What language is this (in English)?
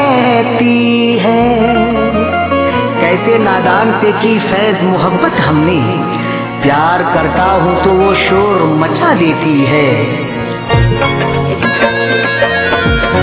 Hindi